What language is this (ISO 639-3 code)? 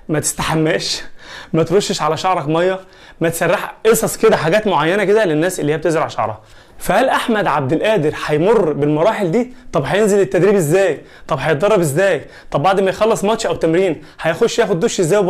arz